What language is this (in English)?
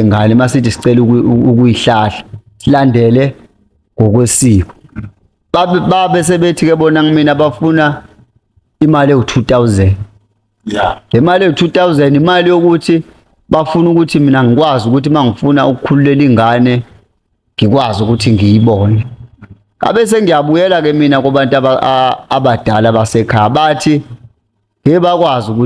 Zulu